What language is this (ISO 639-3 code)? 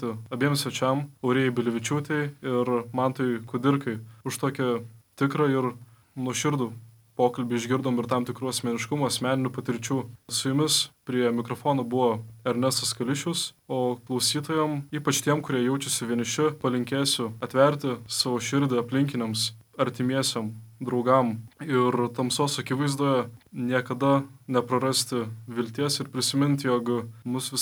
lit